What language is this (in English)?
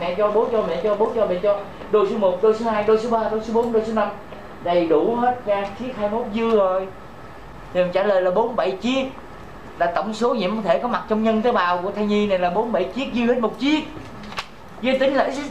Vietnamese